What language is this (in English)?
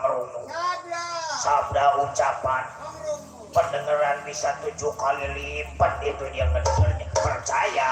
Betawi